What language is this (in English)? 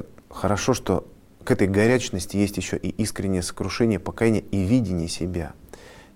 Russian